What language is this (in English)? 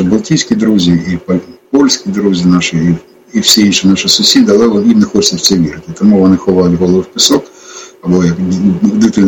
Ukrainian